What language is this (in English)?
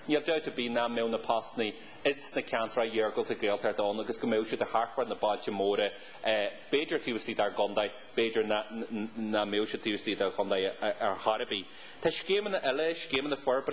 Irish